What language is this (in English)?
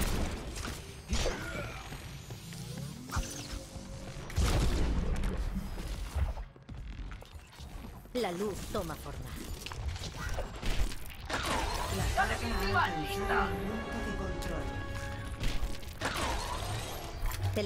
Spanish